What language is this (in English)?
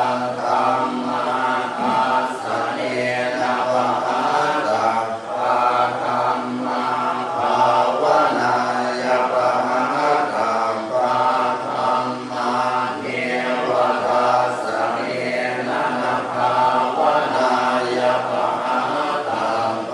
Pali